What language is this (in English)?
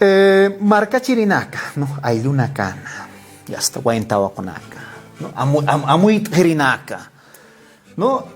Aymara